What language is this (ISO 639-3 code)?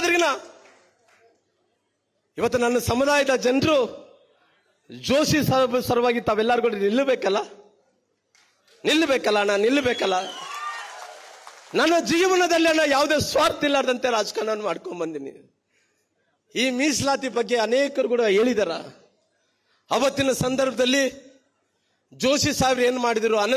kan